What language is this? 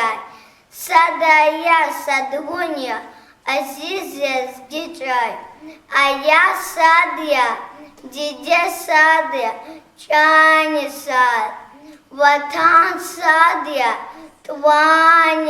Lezghian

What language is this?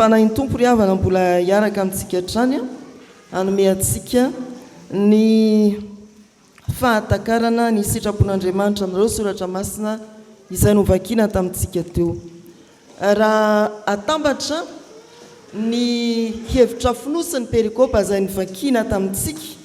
Malagasy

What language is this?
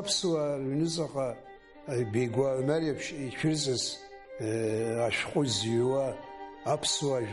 Abkhazian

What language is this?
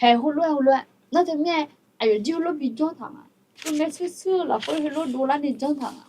Akha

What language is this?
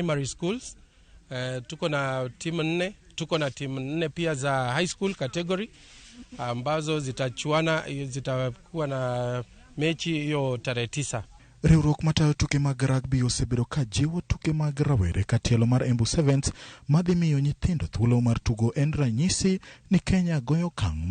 Luo (Kenya and Tanzania)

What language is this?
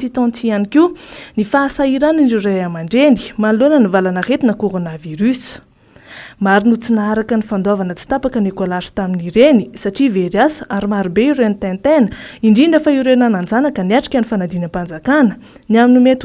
Malagasy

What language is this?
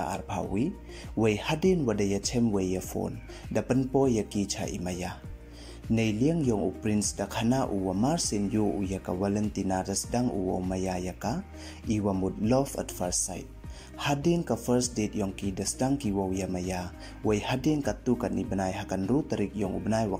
Pnar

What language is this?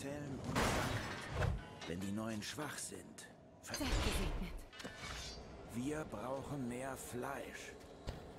German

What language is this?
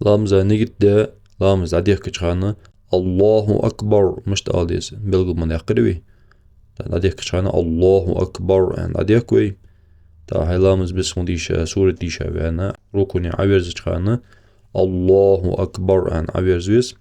Ingush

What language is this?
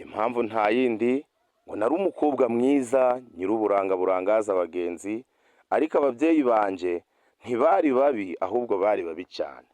Kinyarwanda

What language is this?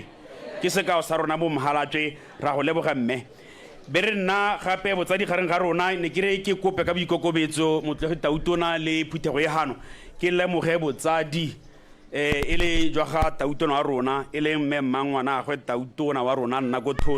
Tswana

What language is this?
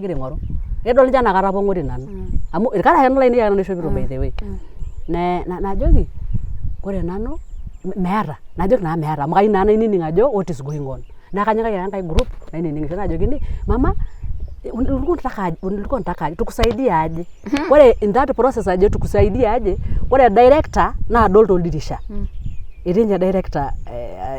Masai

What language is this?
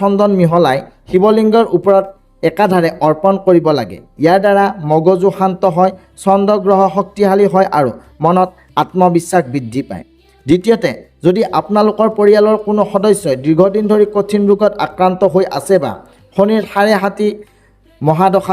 Assamese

